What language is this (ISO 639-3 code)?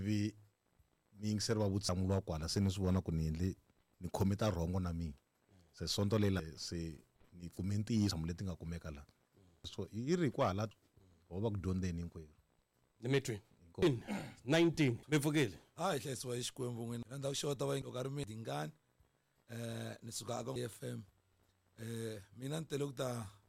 tso